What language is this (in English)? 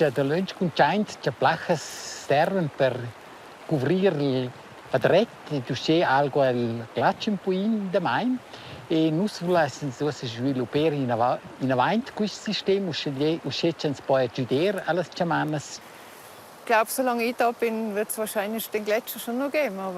Romansh